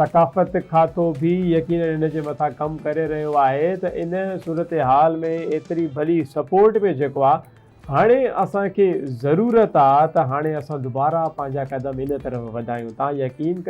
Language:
Sindhi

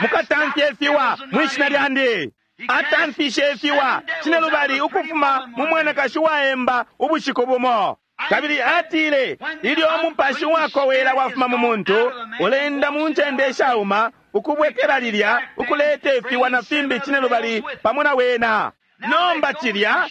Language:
Bemba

